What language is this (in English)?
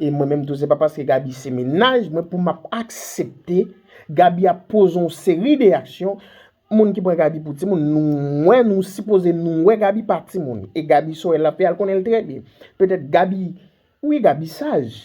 Haitian Creole